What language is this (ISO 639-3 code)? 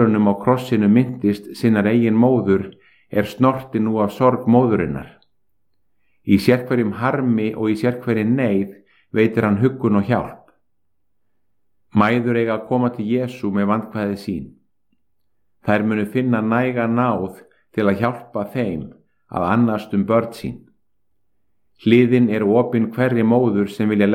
isl